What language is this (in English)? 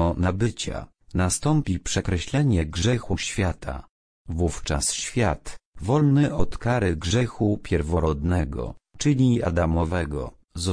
Polish